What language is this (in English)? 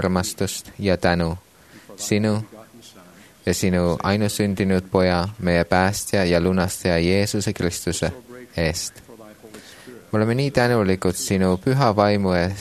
Estonian